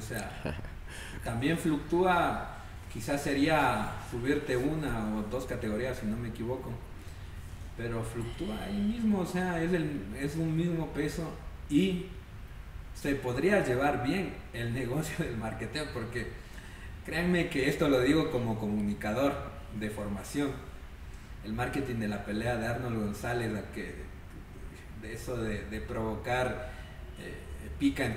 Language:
Spanish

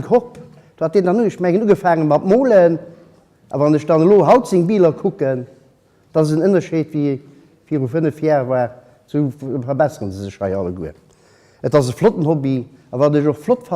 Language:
Luxembourgish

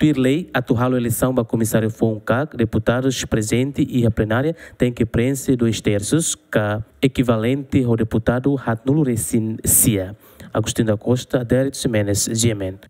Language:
Tetum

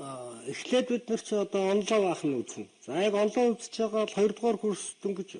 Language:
Mongolian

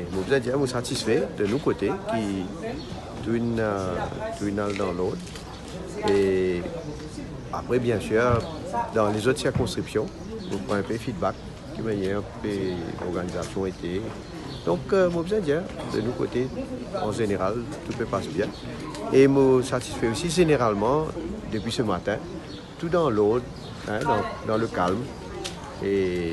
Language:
Morisyen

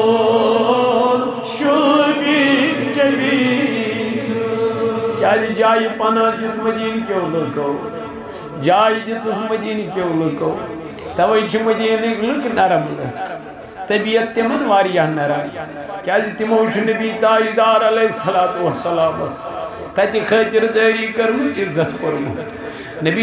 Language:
Kashmiri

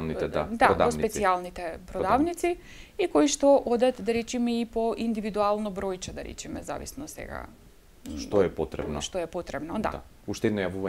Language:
Macedonian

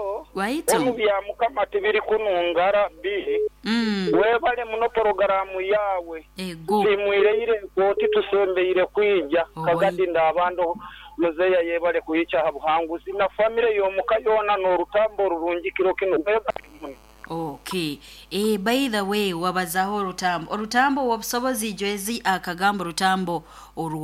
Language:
Nyoro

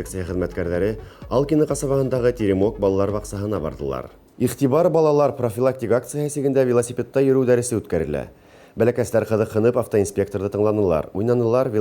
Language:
Bashkir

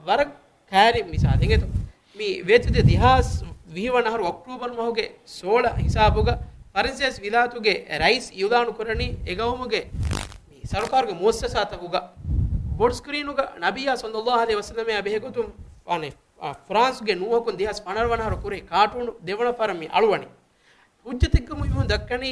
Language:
Divehi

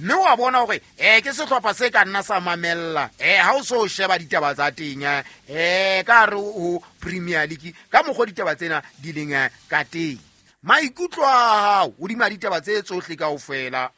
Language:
Southern Sotho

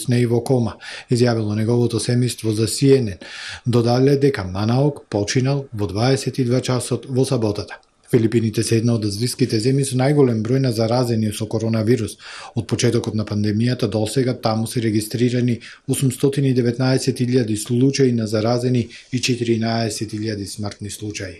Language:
Macedonian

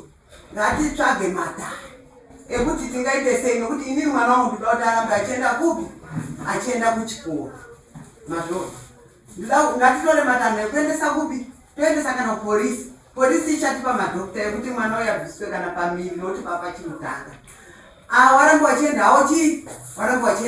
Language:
Shona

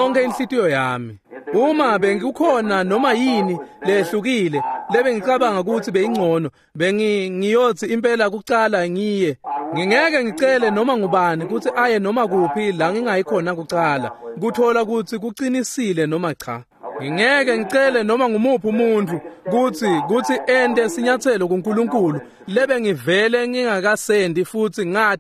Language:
Swati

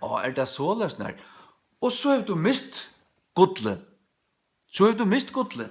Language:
Faroese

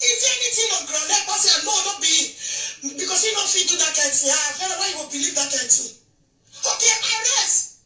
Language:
Nigerian Pidgin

